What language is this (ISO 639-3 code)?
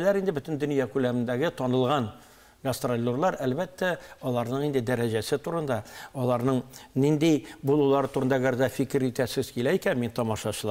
tat